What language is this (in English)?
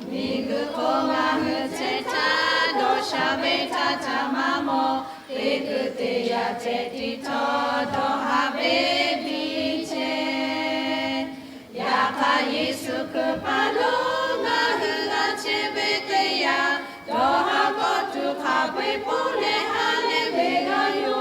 Lahu